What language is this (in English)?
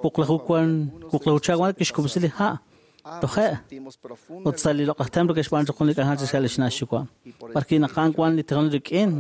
Kekchí